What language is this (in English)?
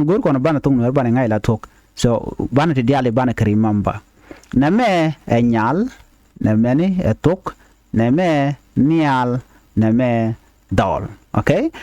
Nuer